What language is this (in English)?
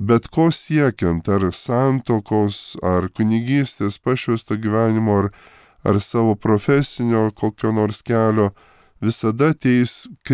Lithuanian